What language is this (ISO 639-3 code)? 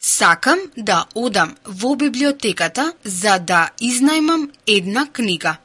mkd